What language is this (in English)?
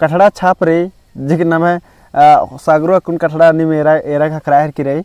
Kurukh